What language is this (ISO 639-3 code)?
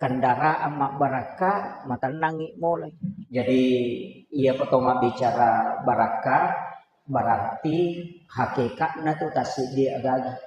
bug